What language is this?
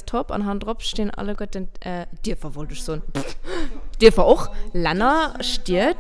Luxembourgish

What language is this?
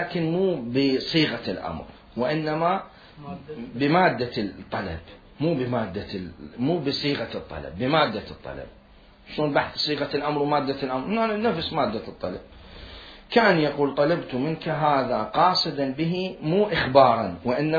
Mesopotamian Arabic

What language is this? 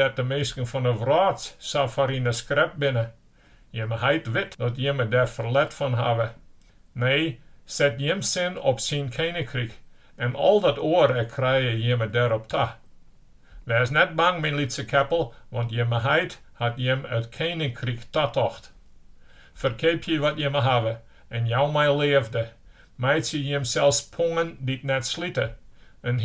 Western Frisian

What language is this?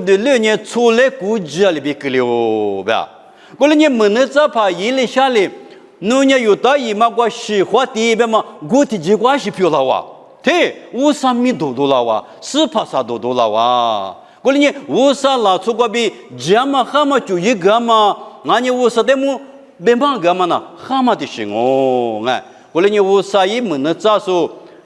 Lisu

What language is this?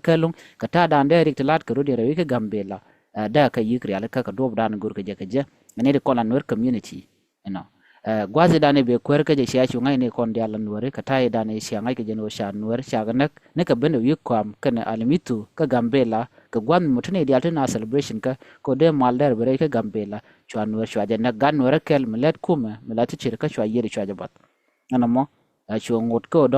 Nuer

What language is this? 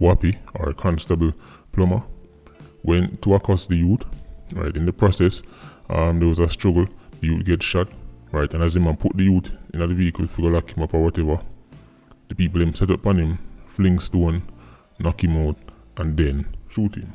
Jamaican Creole English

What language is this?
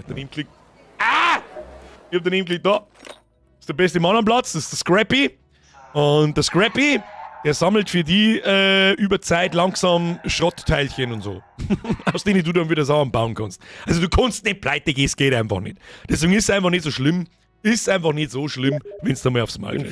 Bavarian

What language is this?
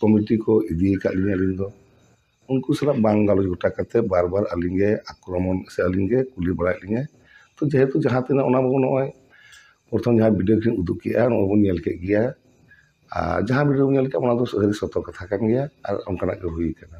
Santali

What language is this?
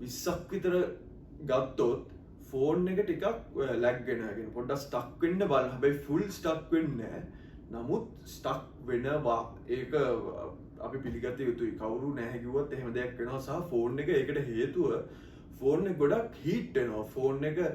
Sinhala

